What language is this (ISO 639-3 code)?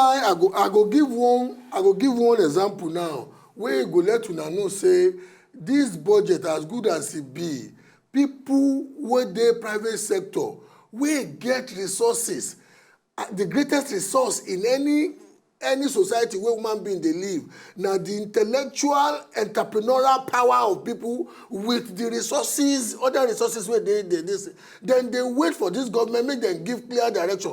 pcm